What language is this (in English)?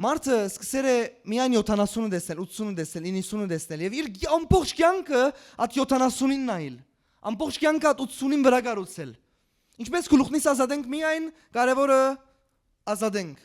Western Armenian